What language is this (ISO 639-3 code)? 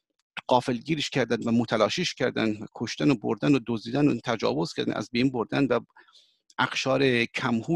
fas